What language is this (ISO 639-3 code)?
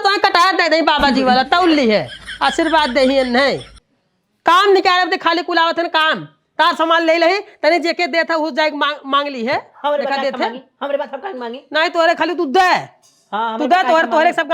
awa